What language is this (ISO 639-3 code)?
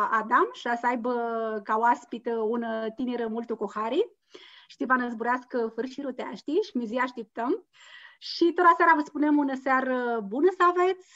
rup